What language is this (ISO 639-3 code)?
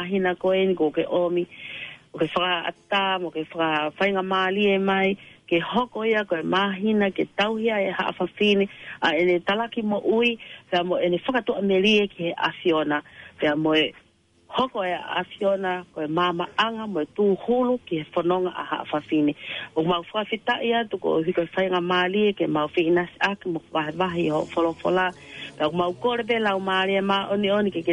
ton